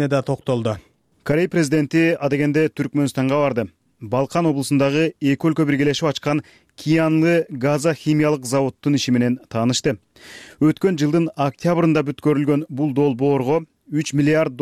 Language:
Kyrgyz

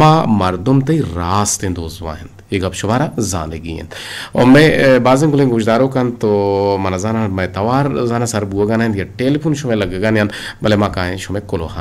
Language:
Eastern Balochi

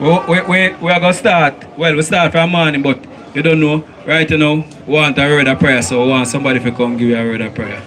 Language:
Jamaican Creole English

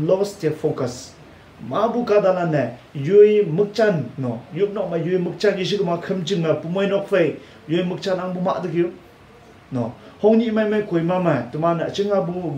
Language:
Konyak Naga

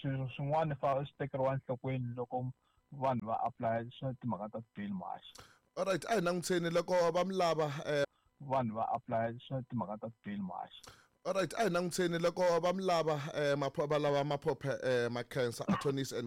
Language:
Tsonga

